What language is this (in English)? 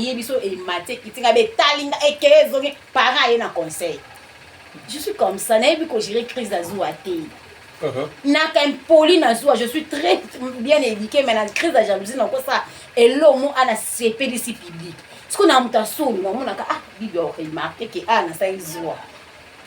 Lingala